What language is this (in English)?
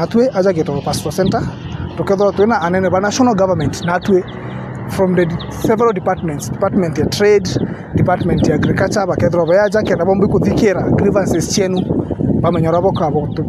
Meru